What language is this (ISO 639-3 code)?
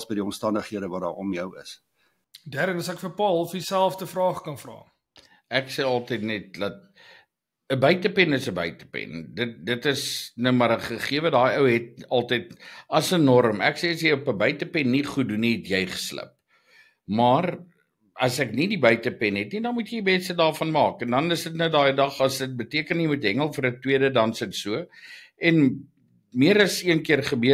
afr